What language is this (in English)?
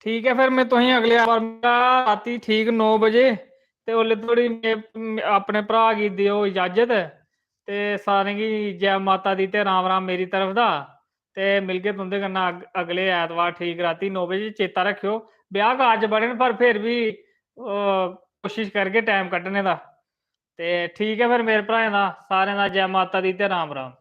Dogri